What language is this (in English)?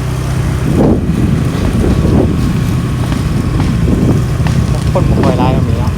Lao